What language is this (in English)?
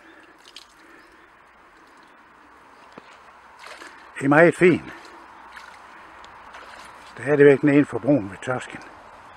Danish